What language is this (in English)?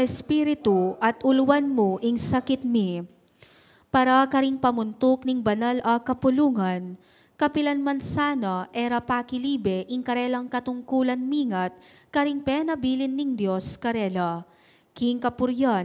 Pampanga